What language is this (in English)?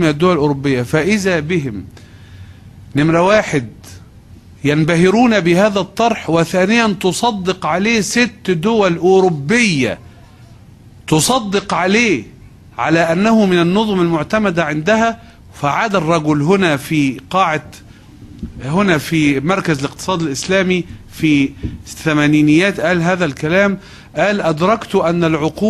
Egyptian Arabic